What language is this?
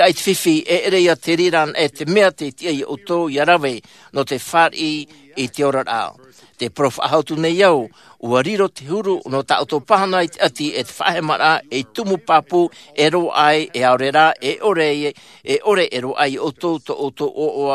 Tahitian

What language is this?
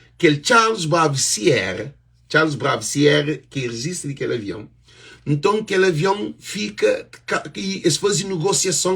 Kabuverdianu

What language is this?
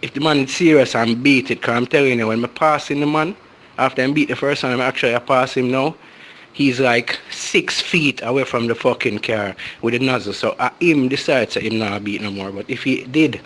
Jamaican Creole English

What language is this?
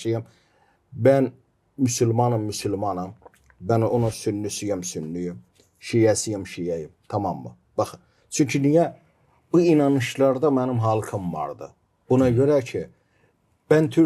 Gagauz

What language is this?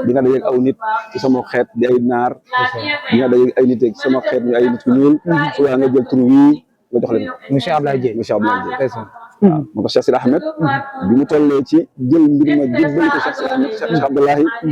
Wolof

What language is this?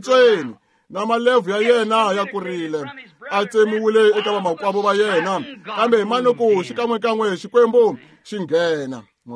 Tsonga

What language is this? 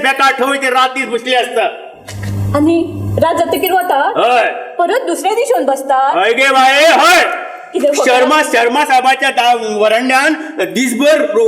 Konkani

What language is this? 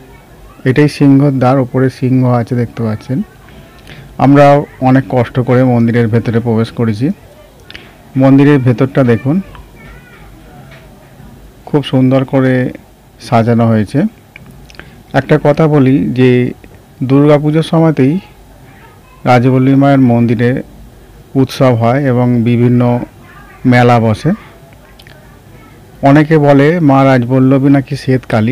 Bangla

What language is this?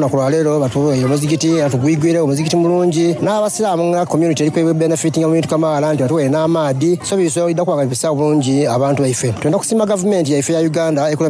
Soga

